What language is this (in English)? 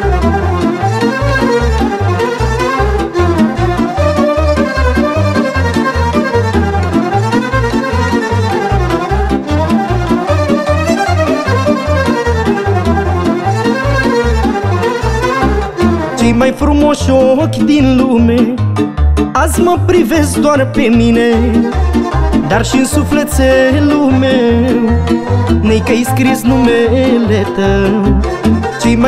Romanian